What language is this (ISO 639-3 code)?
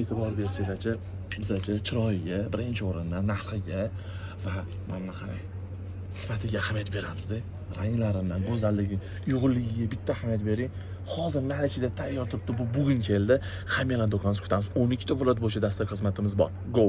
uzb